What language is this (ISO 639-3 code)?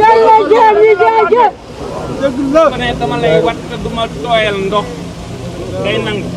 wol